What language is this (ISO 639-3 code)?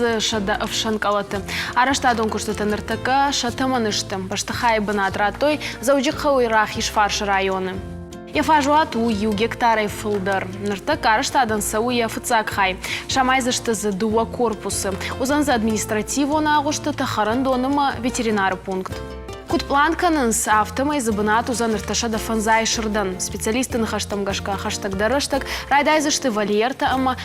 oss